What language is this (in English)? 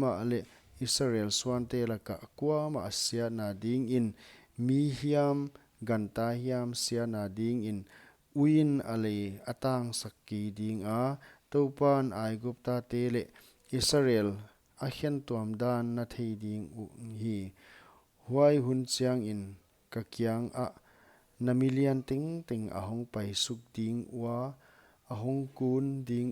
Paite Chin